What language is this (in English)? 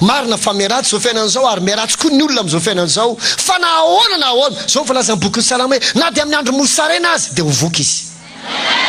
Malagasy